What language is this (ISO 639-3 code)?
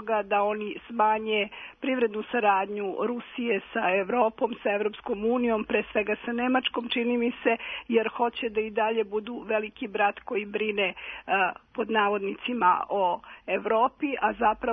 srp